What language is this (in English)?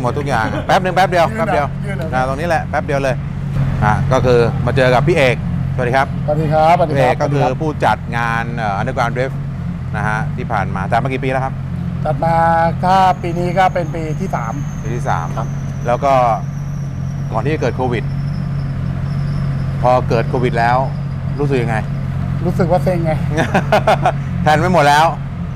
Thai